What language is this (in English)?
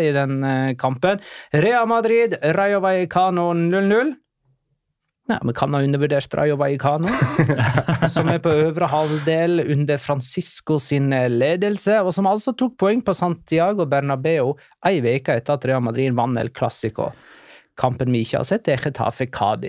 Norwegian